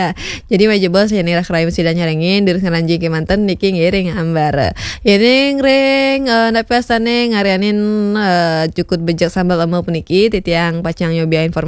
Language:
Balinese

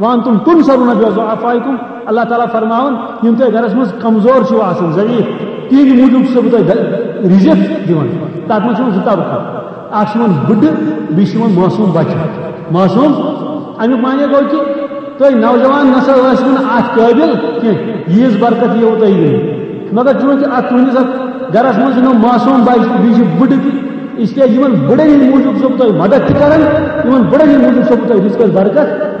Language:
Kashmiri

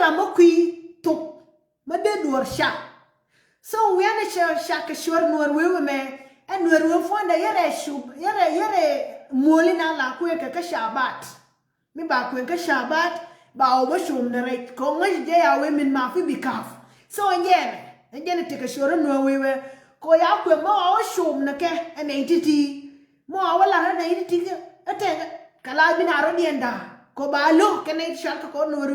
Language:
Nuer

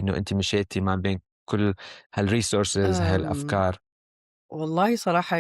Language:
Mesopotamian Arabic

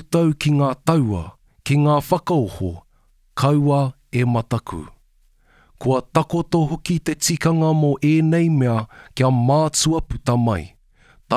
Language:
Māori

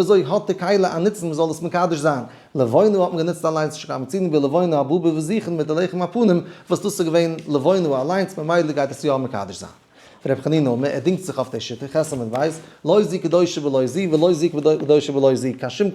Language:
Yiddish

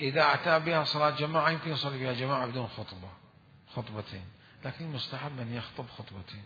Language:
Mesopotamian Arabic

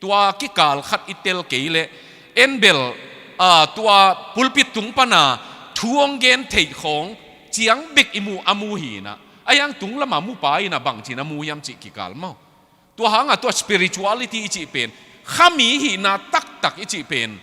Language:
Tedim Chin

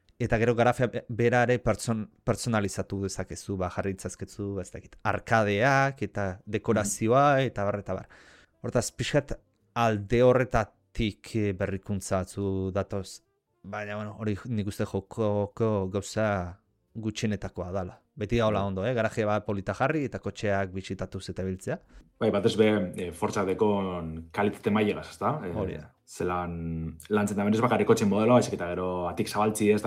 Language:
Basque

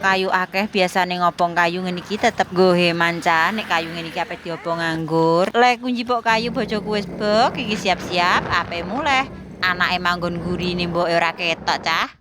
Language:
Javanese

